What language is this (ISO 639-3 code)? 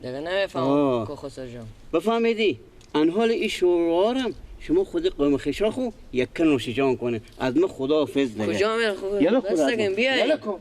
fas